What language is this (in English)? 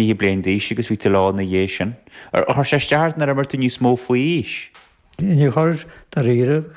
Irish